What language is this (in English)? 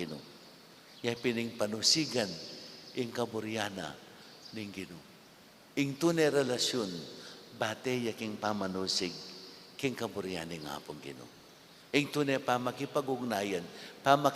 Pampanga